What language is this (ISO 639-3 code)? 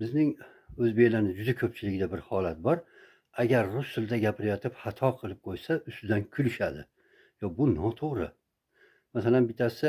uzb